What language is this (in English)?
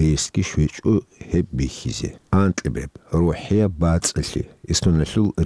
Avaric